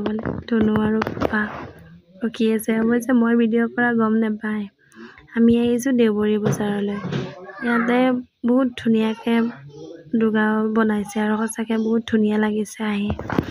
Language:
Assamese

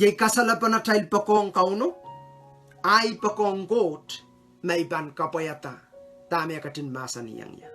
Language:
Pohnpeian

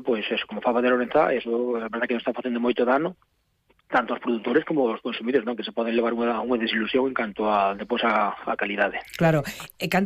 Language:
Galician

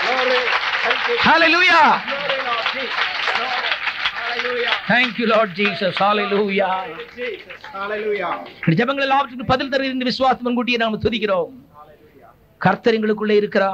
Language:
Tamil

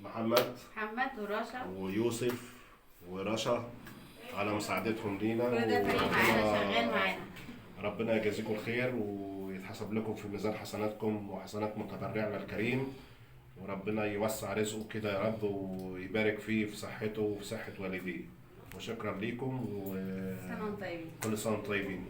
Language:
Egyptian Arabic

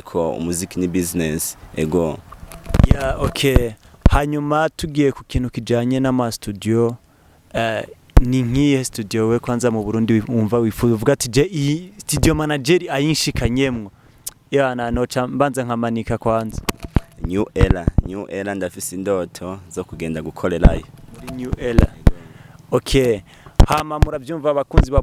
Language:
Rundi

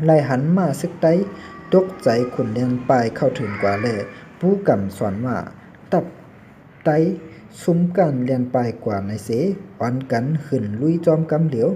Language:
Shan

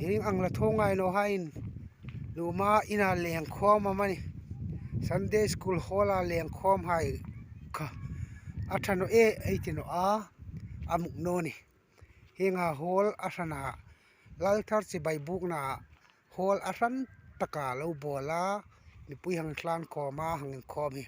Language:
Hmar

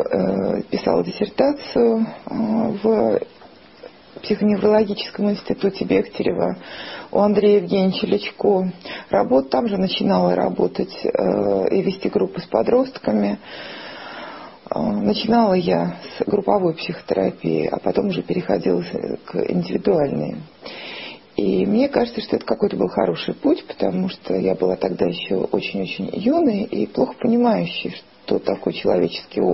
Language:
Russian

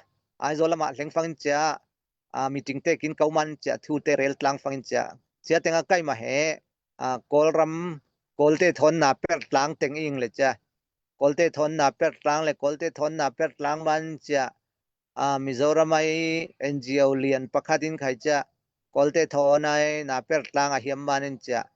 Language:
Falam Chin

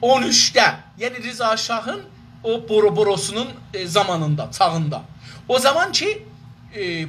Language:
South Azerbaijani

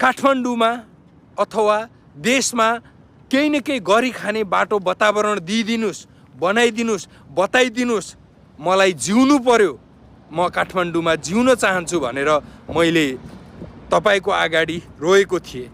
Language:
Nepali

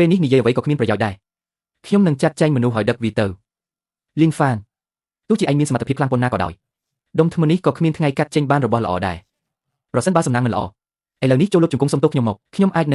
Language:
Khmer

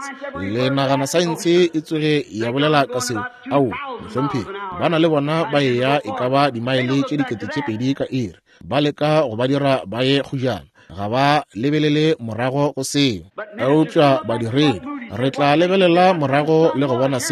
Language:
Northern Sotho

